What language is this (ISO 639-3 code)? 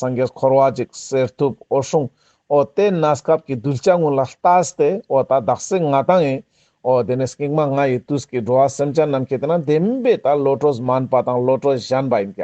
lbj